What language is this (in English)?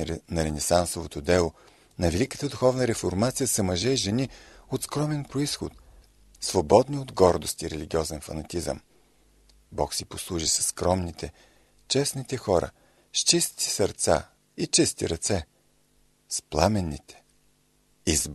Bulgarian